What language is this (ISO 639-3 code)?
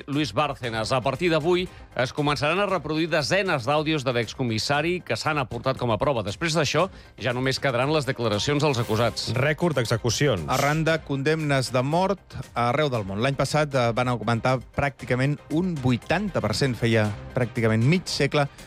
cat